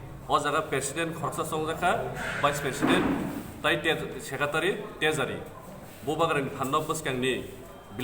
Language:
Kok Borok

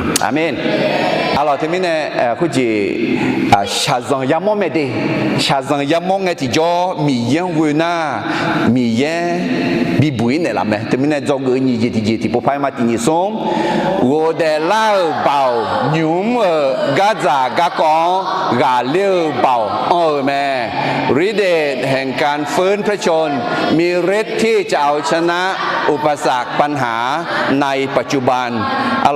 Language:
Akha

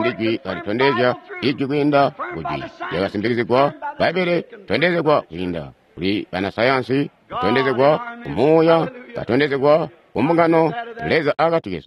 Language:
Tonga (Zambia)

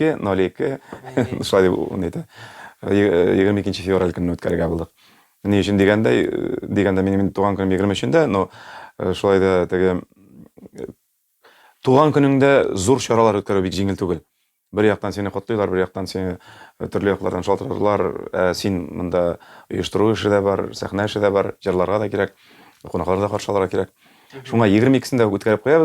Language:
Tatar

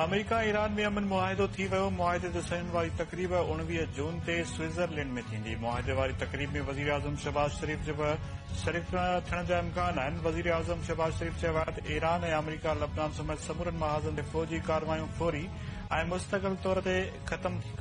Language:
Sindhi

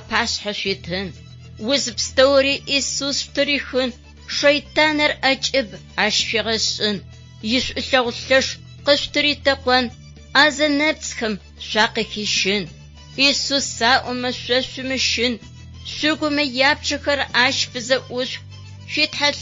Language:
Adyghe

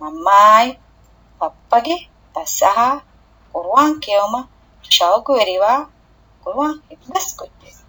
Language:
Divehi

